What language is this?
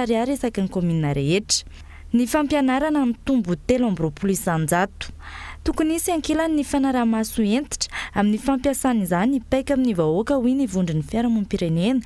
Malagasy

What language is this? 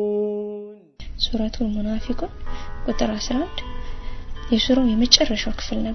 Amharic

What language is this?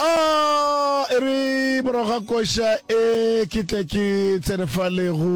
Northern Sotho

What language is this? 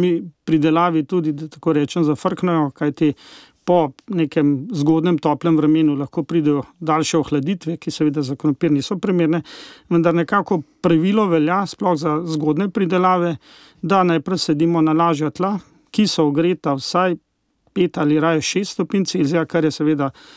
Slovenian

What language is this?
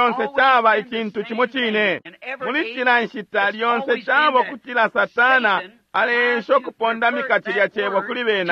Bemba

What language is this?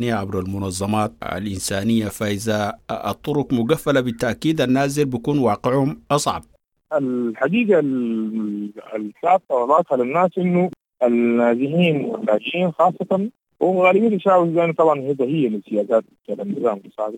Sudanese Arabic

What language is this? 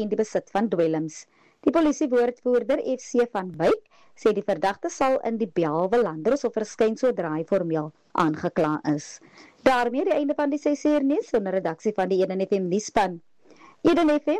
Afrikaans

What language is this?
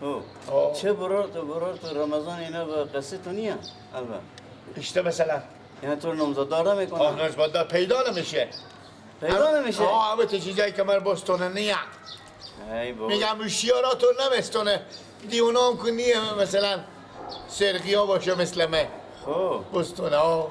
Persian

